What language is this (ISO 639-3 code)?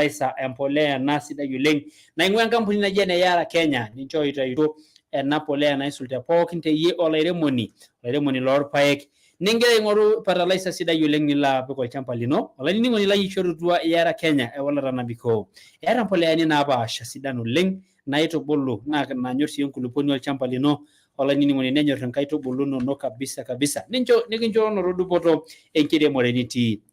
mas